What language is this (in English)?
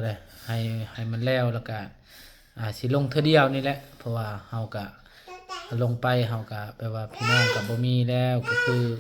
Lao